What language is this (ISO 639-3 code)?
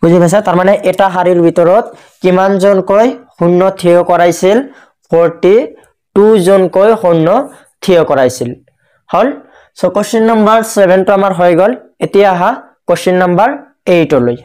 asm